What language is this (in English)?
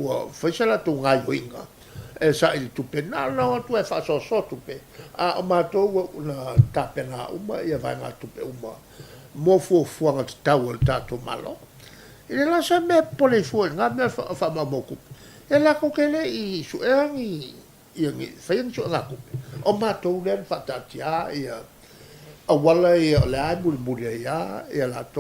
Samoan